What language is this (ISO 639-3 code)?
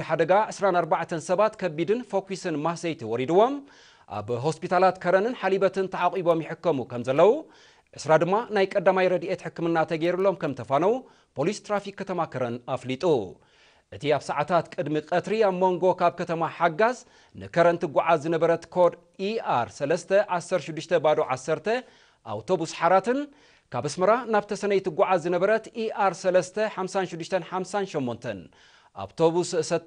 tir